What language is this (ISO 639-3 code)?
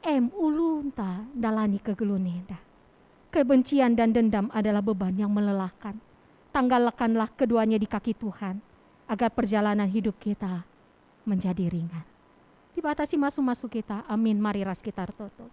btx